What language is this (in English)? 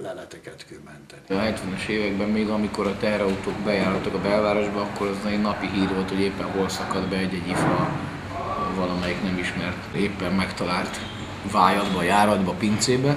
Hungarian